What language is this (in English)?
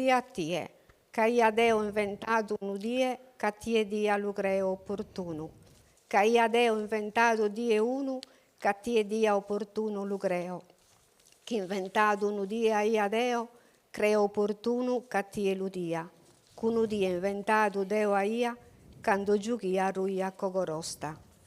Sardinian